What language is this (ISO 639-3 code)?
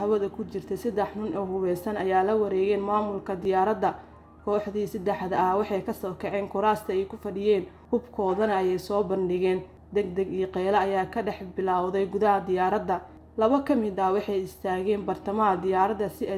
som